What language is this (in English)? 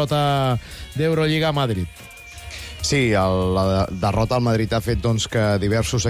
Catalan